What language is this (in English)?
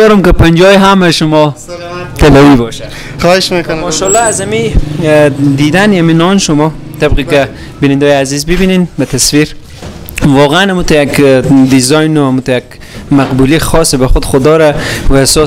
Persian